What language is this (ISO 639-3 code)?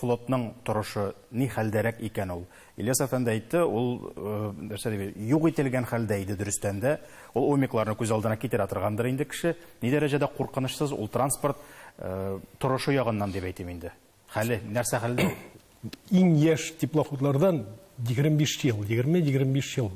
tat